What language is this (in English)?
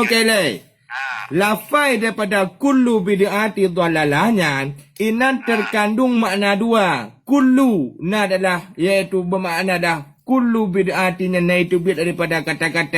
Achinese